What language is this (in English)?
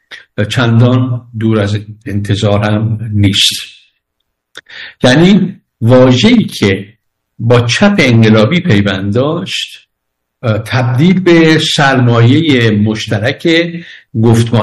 Persian